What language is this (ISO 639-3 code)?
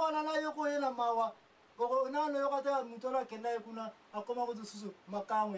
lin